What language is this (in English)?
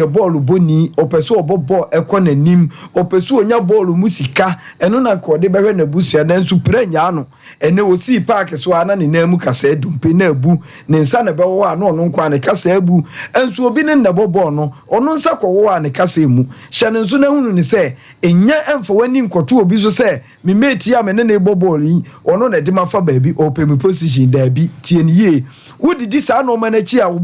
Akan